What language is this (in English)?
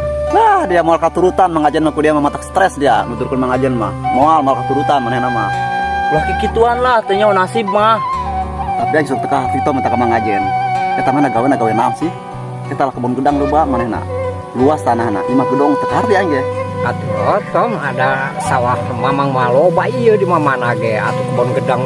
Sundanese